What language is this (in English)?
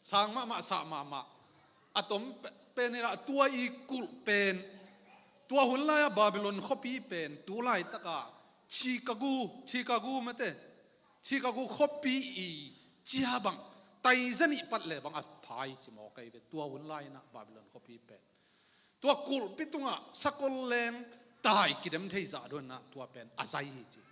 Tedim Chin